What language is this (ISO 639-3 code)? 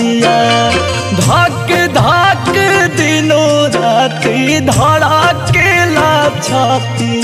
bho